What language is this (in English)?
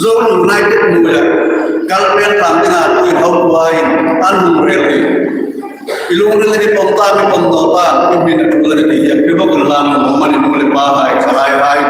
Hmar